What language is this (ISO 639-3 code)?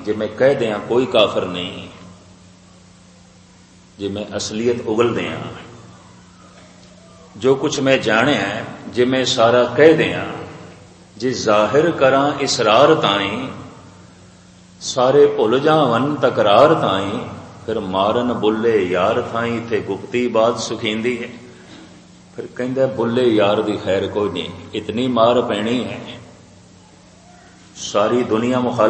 pan